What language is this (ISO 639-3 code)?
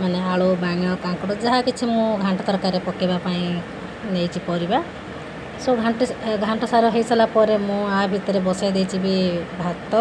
ori